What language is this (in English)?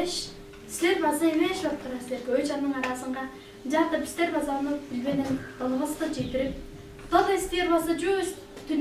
Tuvinian